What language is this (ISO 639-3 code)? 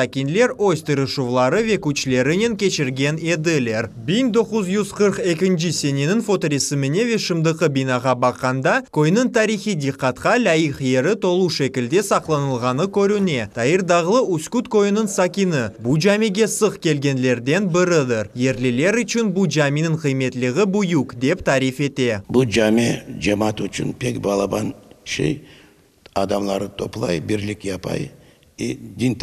crh